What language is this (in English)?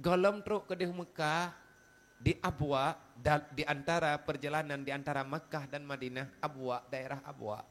Achinese